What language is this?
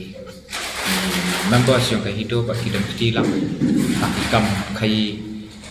Khasi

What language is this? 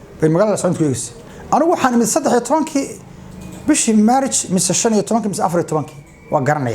Somali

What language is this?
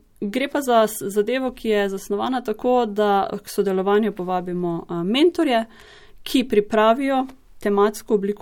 Slovenian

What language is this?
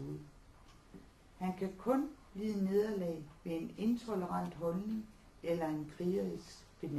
Danish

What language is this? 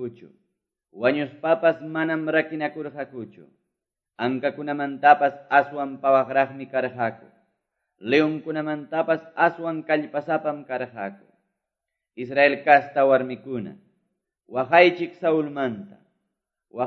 Quechua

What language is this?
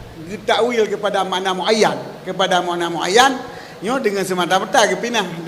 Achinese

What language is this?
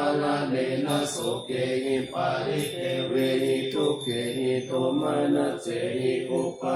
Pali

